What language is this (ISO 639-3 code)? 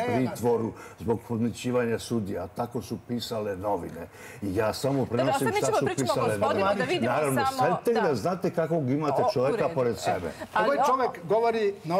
srp